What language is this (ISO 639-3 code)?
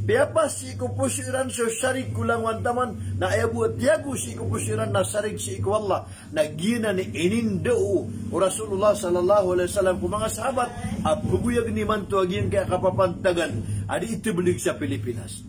mrw